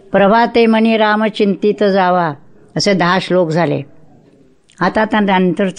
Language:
Marathi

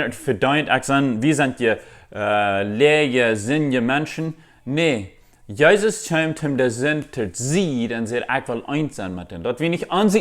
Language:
Plautdietsch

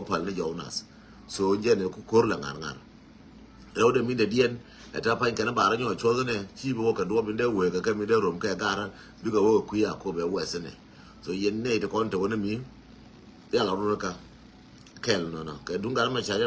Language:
Nuer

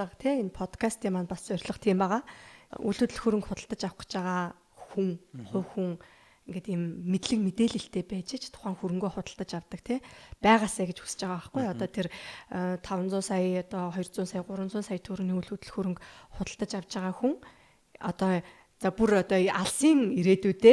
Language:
Mongolian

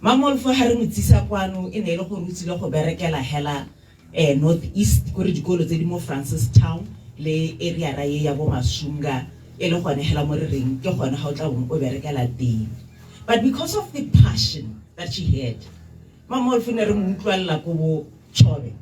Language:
Tswana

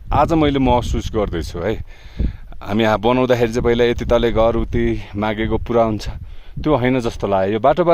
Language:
Nepali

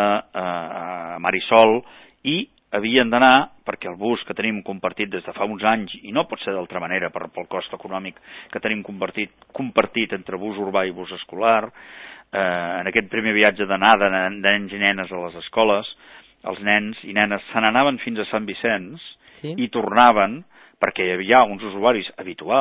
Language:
Catalan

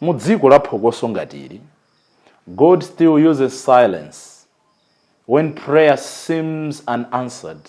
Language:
Nyanja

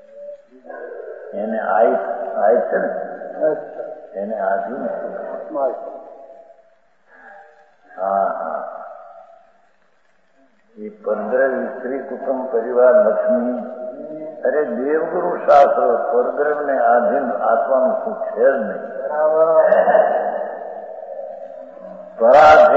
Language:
Gujarati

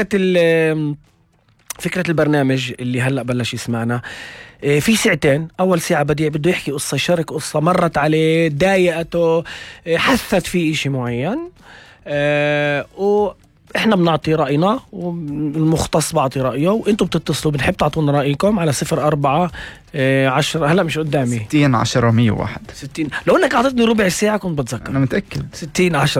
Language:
North Levantine Arabic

